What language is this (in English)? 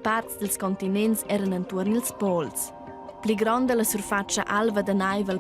Romansh